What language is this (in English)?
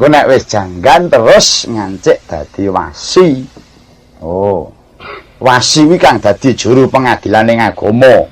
Javanese